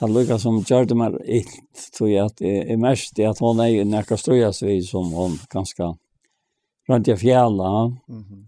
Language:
Faroese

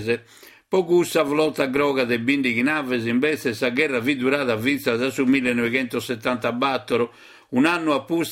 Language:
Sardinian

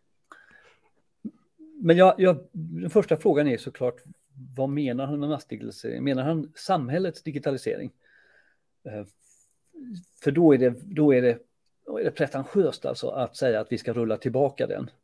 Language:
Swedish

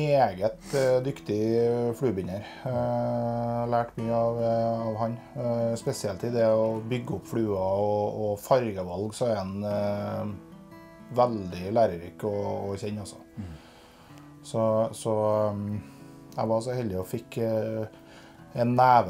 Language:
Norwegian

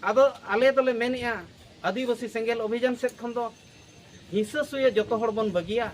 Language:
Santali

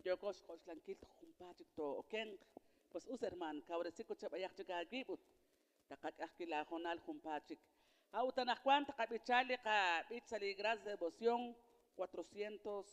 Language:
Kekchí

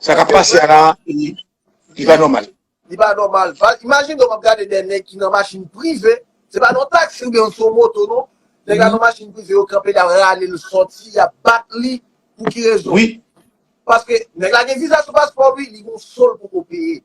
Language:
Haitian Creole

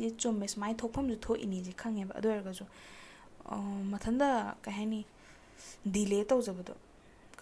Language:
Manipuri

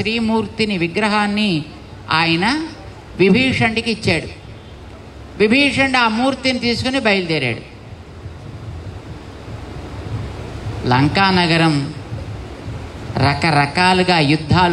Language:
Telugu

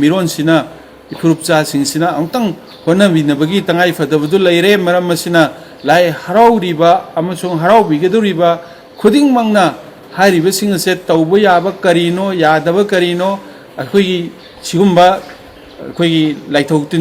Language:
Manipuri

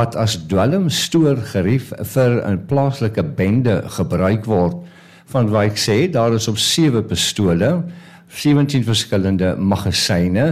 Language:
Afrikaans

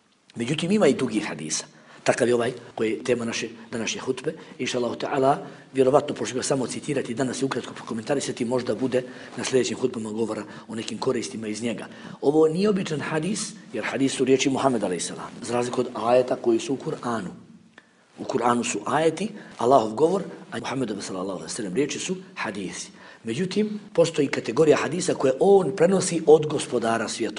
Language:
Bosnian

